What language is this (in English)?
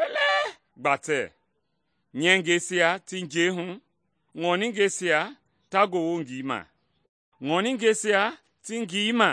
Mende